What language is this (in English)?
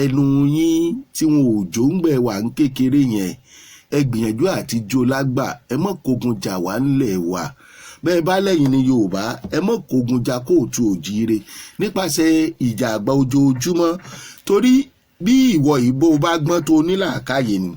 Yoruba